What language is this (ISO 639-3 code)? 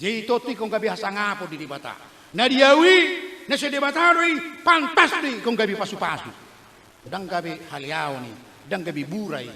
bbc